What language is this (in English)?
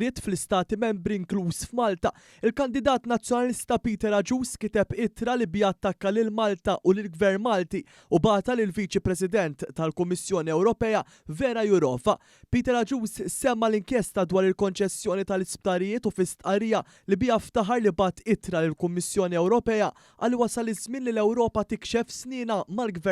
Maltese